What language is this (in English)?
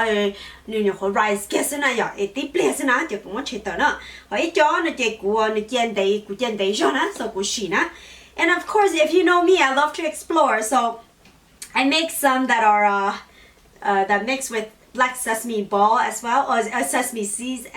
Hmong